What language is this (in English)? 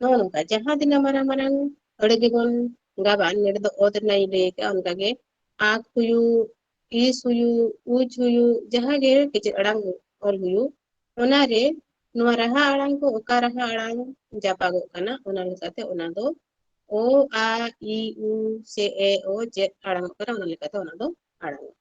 Santali